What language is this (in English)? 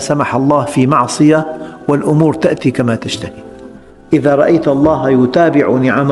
Arabic